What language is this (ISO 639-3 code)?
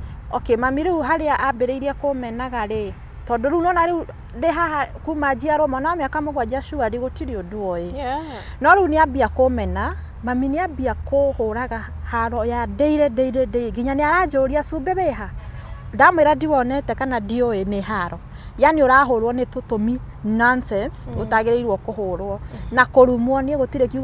kik